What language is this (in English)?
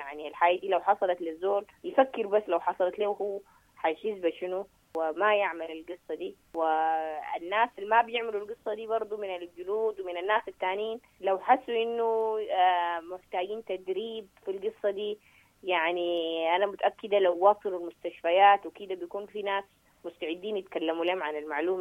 Sudanese Arabic